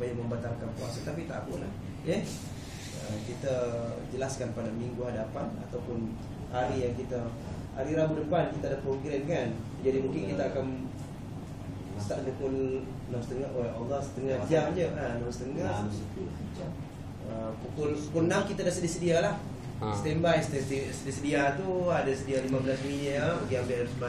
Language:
Malay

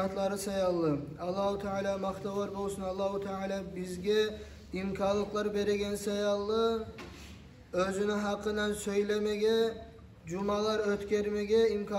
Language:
Kumyk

